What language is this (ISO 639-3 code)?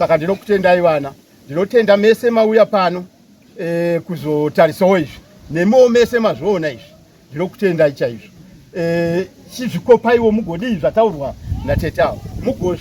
sna